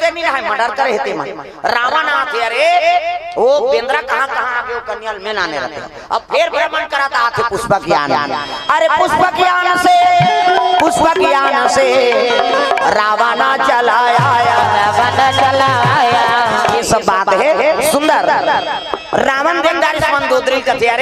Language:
Chhattisgarhi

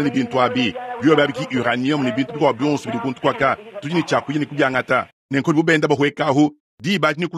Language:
Luba-Lulua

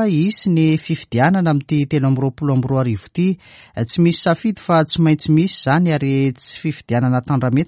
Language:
Malagasy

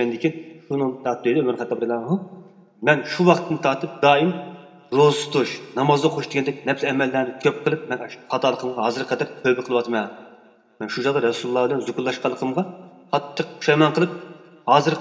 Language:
Uyghur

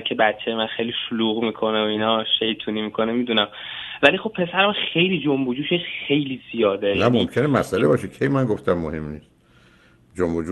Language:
Persian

